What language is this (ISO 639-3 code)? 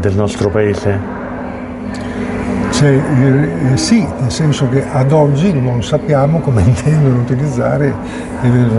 ita